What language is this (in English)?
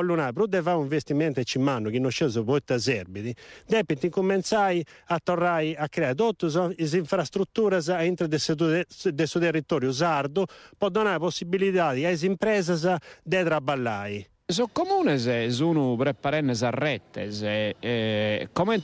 Sardinian